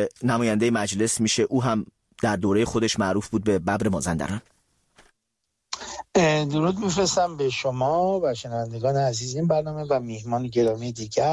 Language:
Persian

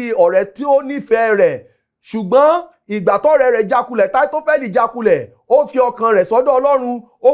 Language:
Yoruba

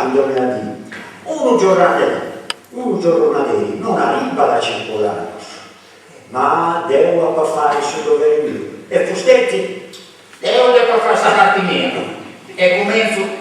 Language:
Sardinian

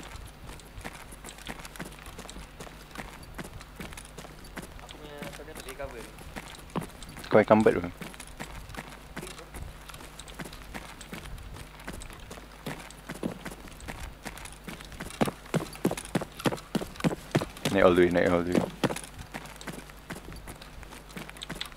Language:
Malay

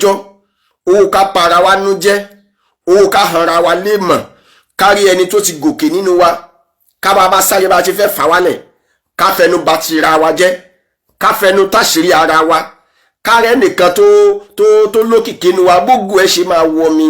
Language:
Yoruba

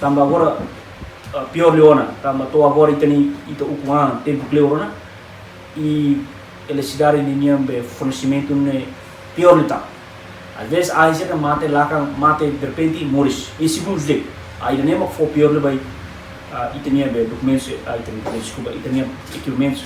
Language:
Tetum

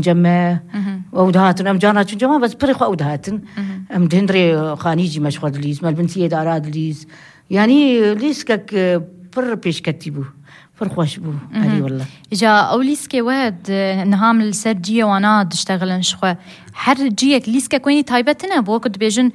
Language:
Kurdish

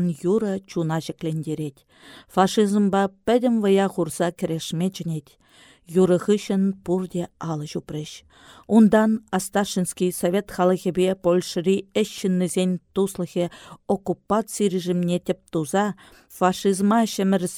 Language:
Chuvash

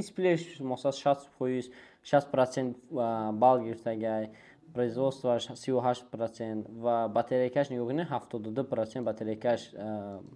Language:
Tajik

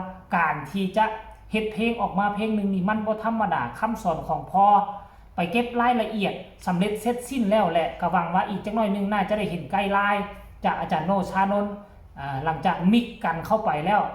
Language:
Northeastern Thai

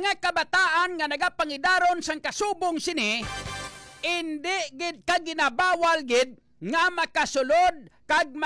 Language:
Hiligaynon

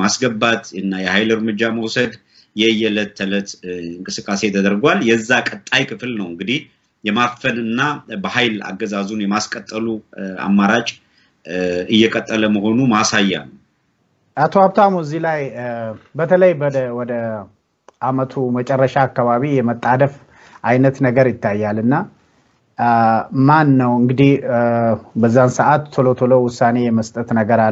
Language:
Amharic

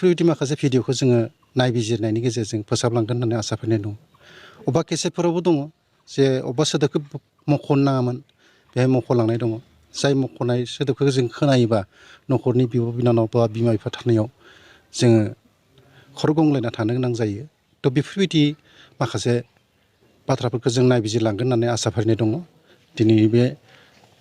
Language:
Bodo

